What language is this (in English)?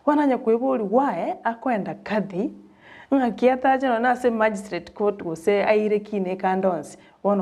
Gusii